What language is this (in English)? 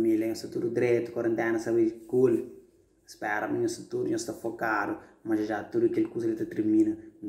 Kabuverdianu